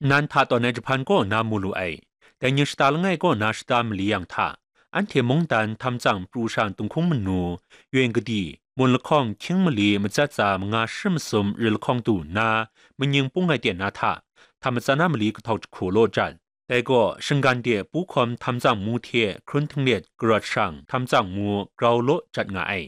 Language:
Kachin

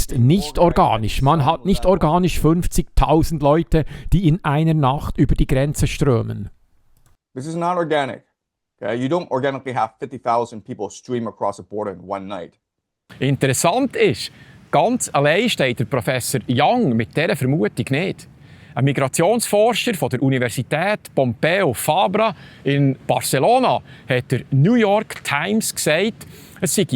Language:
Swiss German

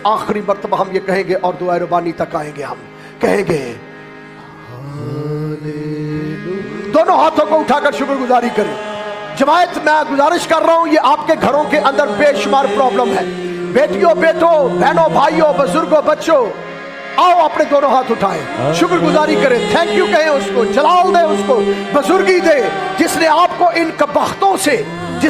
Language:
Urdu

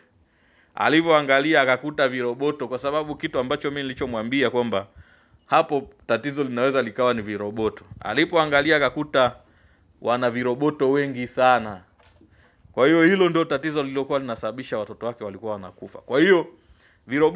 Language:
Swahili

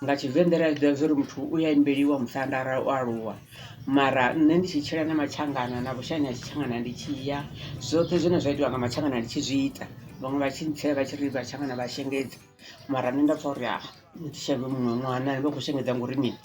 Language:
Venda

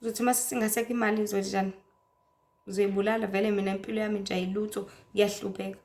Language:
Zulu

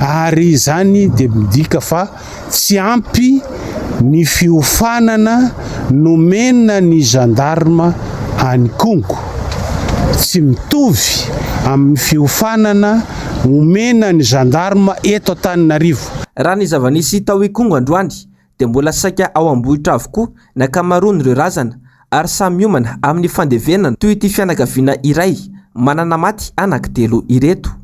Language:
Malagasy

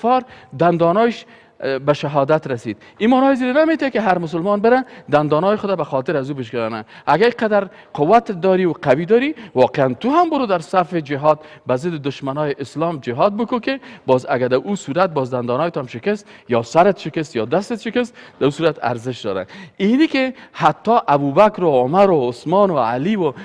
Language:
Persian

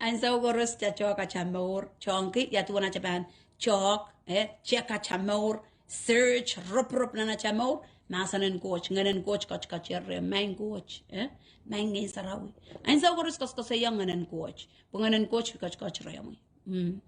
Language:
Pohnpeian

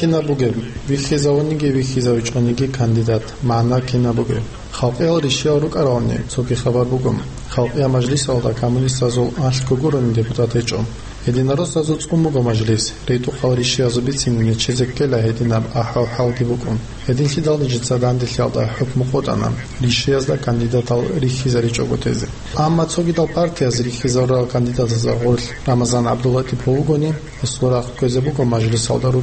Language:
Avaric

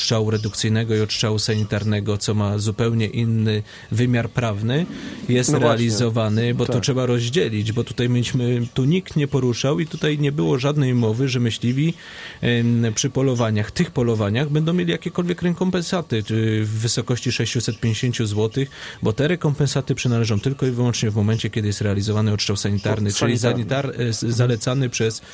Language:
Polish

